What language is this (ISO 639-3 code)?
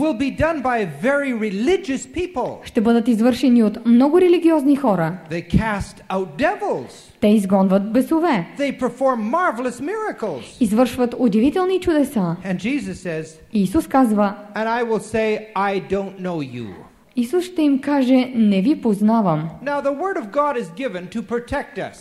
bul